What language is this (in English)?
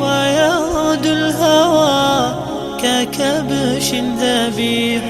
Dagbani